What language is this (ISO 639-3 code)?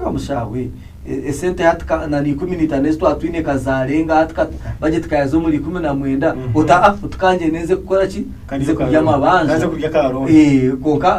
nyn